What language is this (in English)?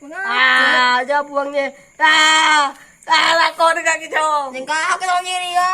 Madurese